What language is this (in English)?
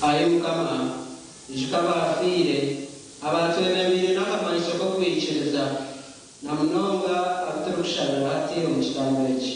Nyankole